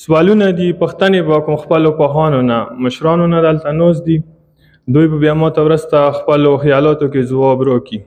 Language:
Pashto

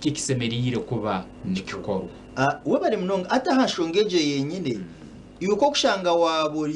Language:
Nyankole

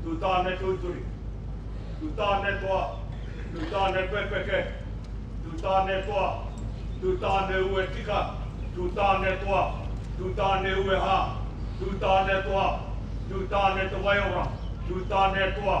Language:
Māori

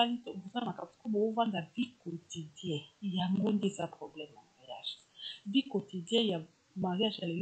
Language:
Lingala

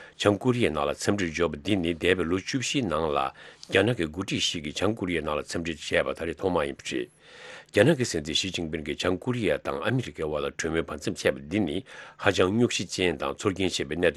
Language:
Tibetan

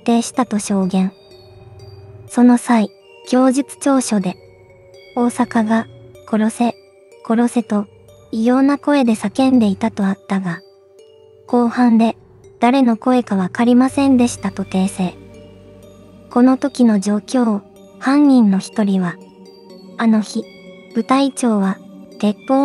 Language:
Japanese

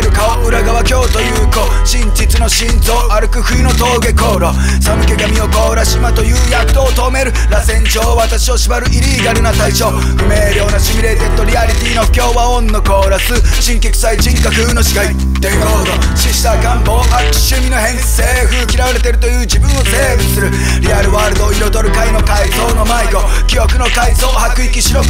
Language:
Japanese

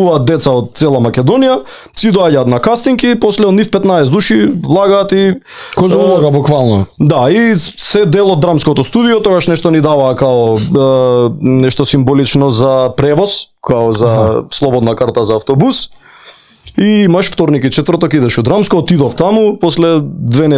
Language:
Macedonian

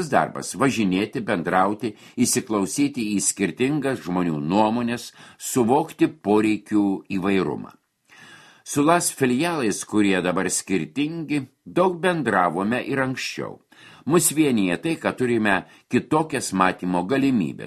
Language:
Lithuanian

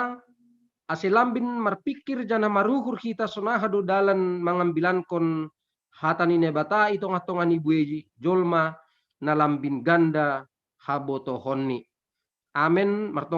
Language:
Batak Simalungun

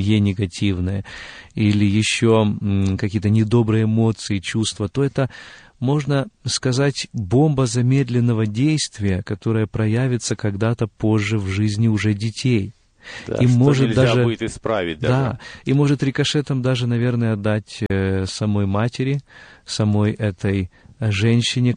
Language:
Russian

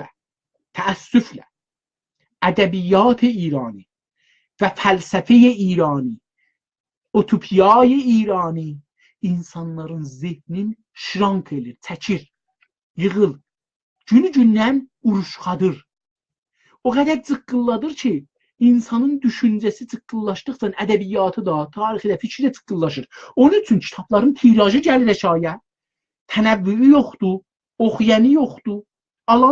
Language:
South Azerbaijani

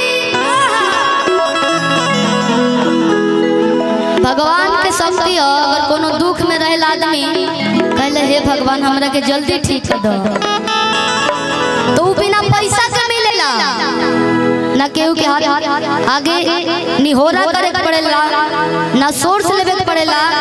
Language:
Bhojpuri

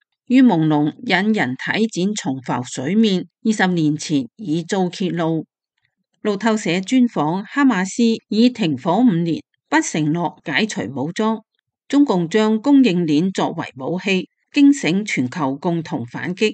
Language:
Cantonese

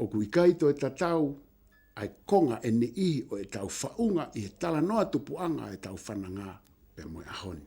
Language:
Tongan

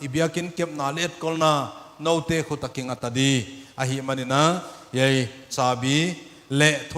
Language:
Paite Chin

